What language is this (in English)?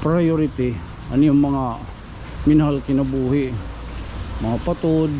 Waray